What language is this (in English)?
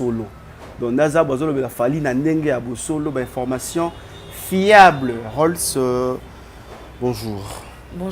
Lingala